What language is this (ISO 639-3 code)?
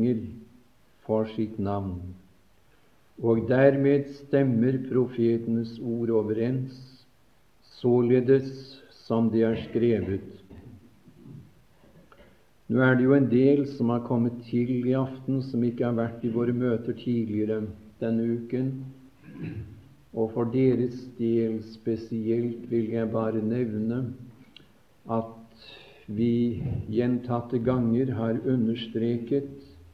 nor